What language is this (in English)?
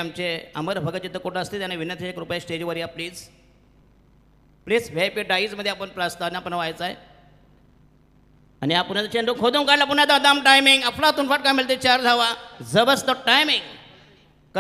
Marathi